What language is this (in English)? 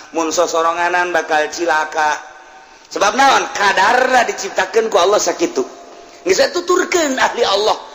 Sundanese